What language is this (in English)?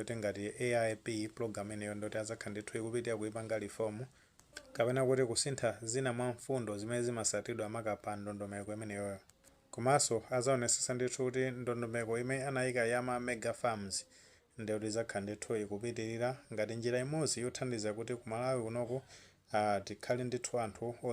Nyanja